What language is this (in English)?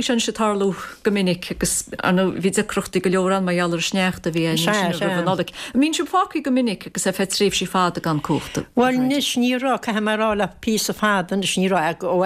Irish